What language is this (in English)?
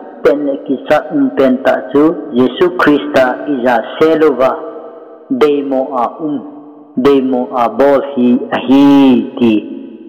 Thado Chin